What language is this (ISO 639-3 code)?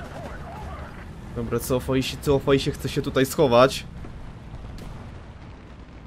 pol